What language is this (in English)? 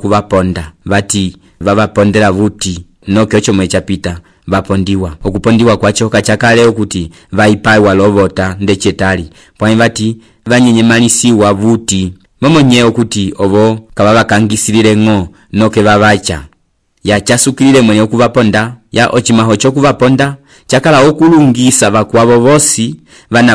Umbundu